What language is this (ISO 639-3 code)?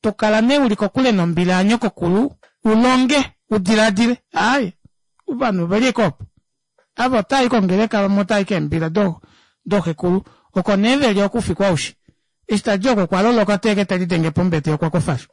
kua